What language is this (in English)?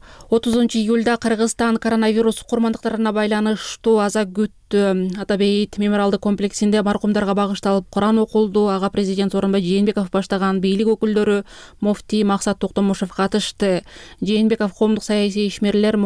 Kyrgyz